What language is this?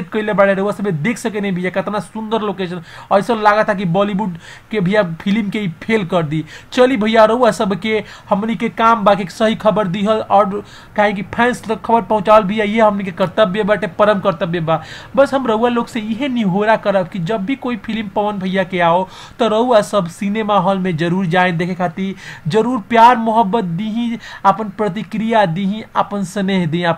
Bhojpuri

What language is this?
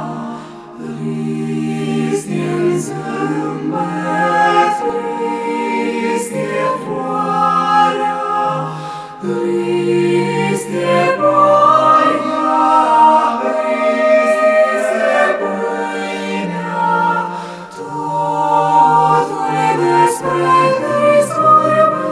Romanian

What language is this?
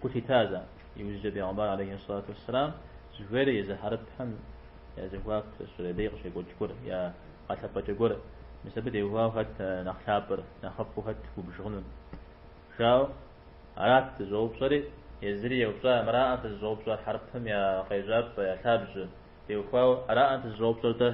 Kabardian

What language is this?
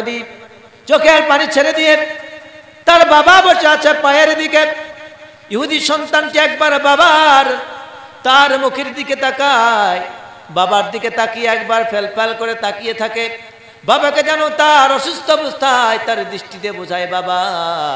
Bangla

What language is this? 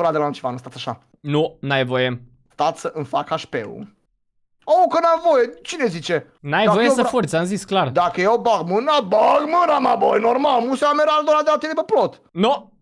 Romanian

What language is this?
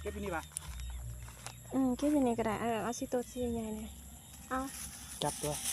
Lao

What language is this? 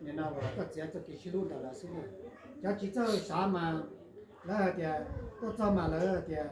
Hmong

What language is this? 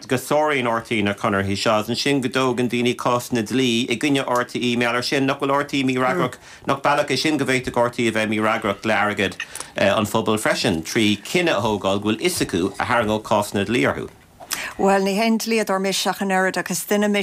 Irish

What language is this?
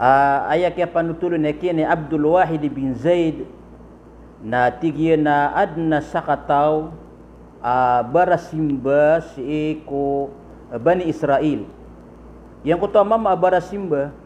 Maranao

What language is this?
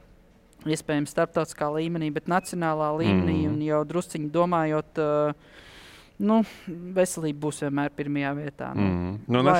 Latvian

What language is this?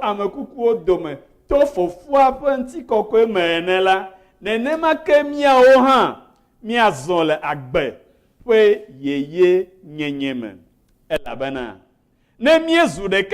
Ewe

